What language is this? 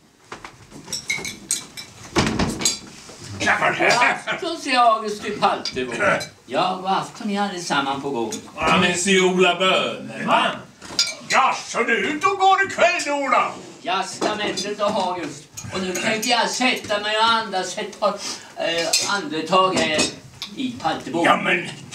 Swedish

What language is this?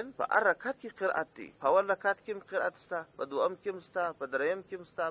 Pashto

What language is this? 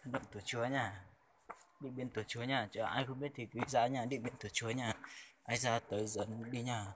Hmong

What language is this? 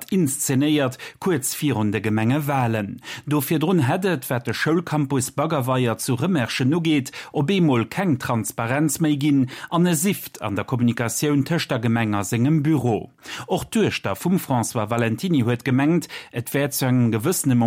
Luxembourgish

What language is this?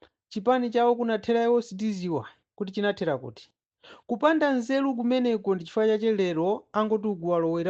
Nyanja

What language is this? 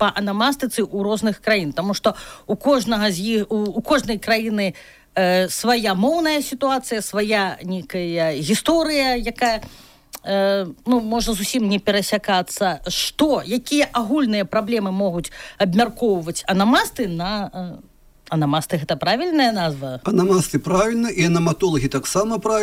Belarusian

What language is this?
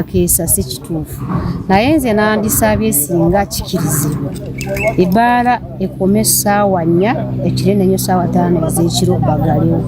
Nyankole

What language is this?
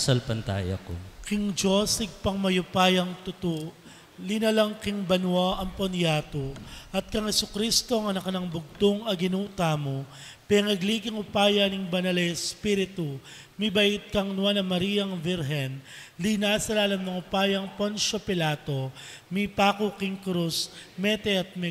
Pampanga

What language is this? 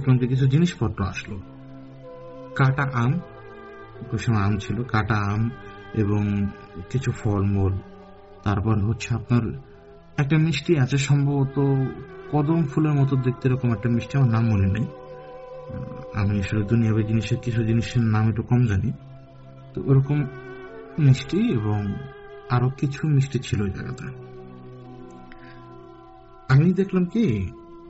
Bangla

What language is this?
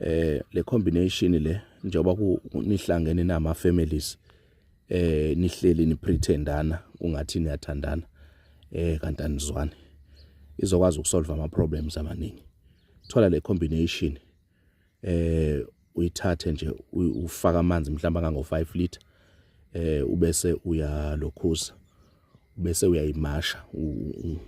Zulu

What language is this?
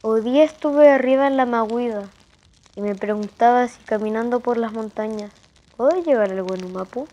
Mapuche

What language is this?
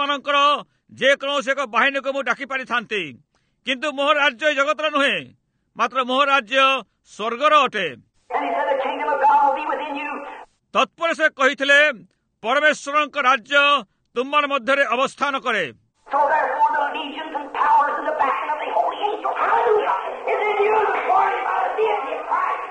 Odia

